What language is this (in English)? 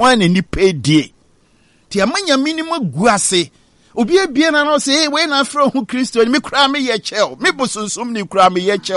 Akan